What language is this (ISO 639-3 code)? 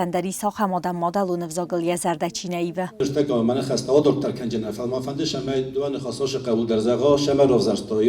oss